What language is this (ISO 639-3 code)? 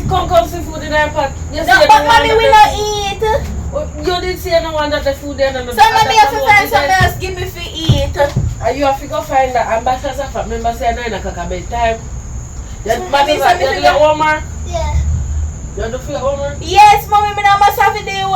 jam